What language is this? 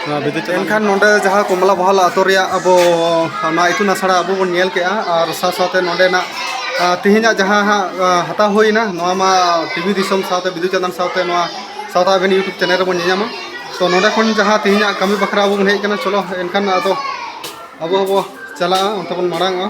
Santali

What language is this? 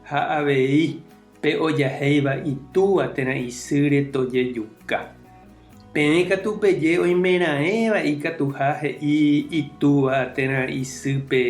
Guarani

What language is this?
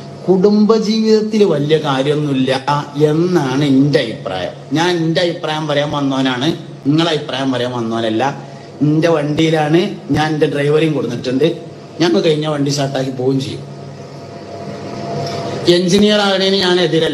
Malayalam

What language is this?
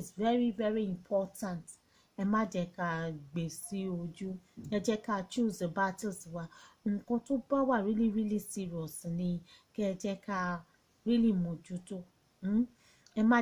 Yoruba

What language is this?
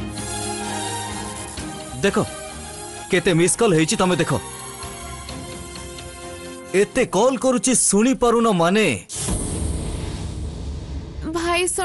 Odia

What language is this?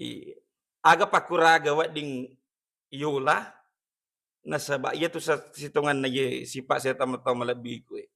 Buginese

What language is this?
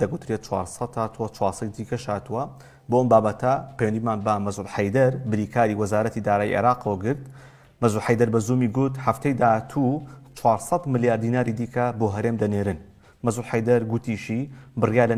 Central Kurdish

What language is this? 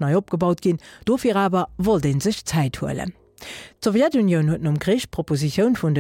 Luxembourgish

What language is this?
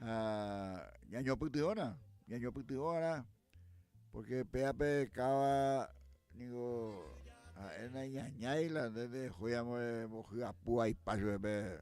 Guarani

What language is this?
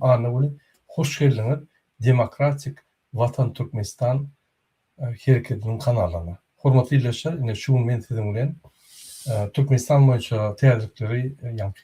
Turkmen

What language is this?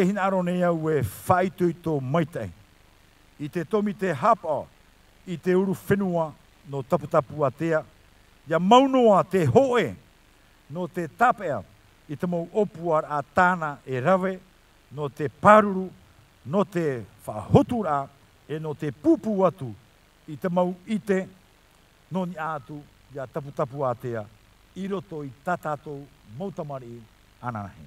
Tahitian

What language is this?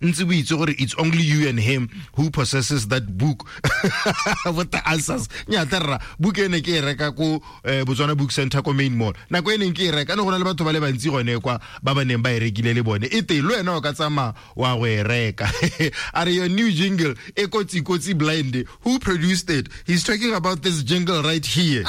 Tswana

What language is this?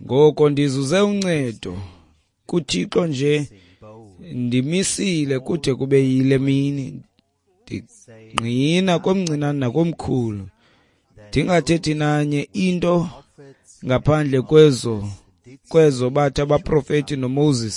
Xhosa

